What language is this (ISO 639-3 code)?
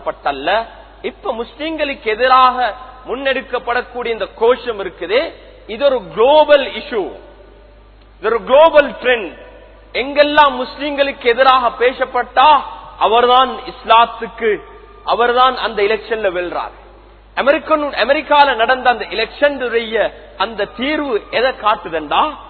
tam